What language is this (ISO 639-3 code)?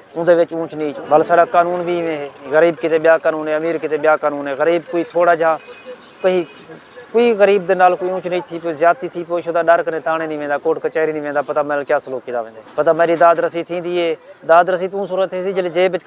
skr